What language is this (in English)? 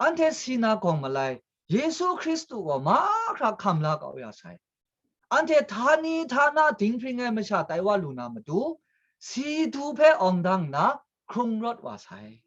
Kachin